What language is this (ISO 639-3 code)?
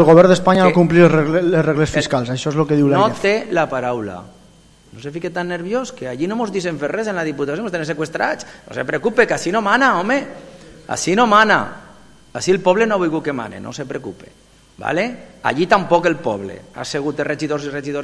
cat